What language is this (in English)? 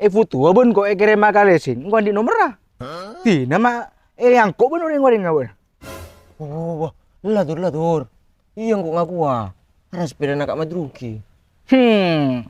Madurese